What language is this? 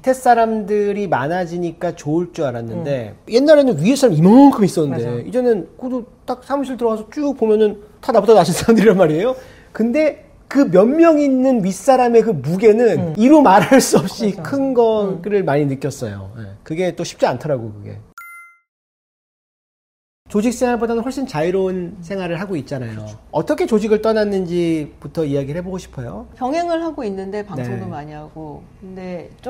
Korean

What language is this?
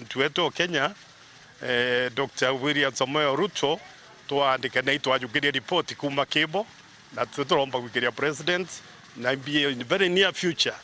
Meru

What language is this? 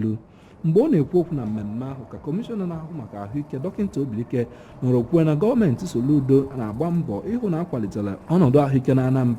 Igbo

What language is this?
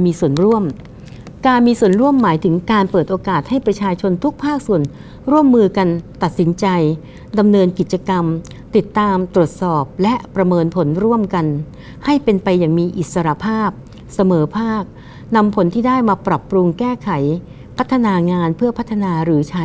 Thai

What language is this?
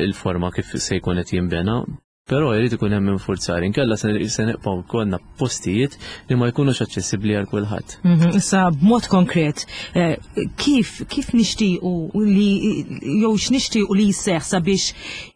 Maltese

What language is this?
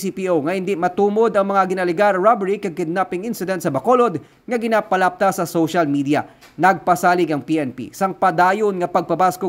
Hiligaynon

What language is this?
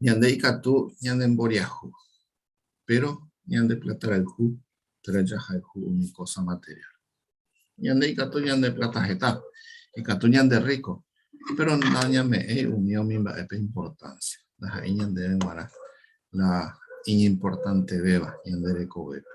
Guarani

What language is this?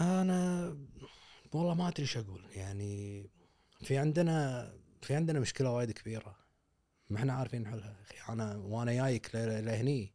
Gulf Arabic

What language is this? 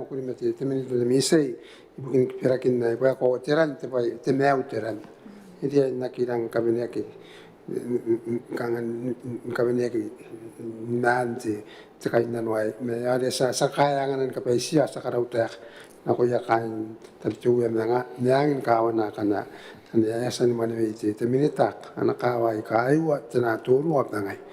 Gilbertese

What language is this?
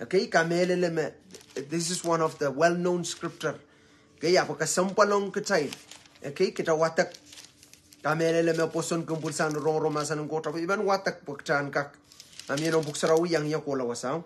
Pohnpeian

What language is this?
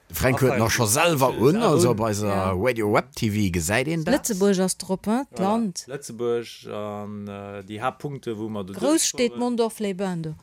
Luxembourgish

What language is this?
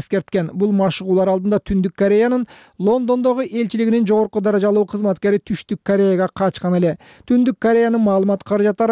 Kyrgyz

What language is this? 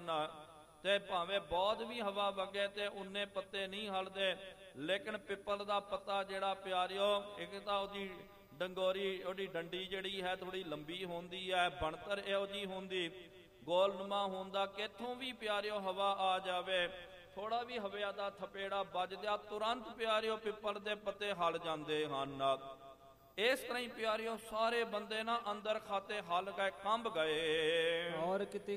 Punjabi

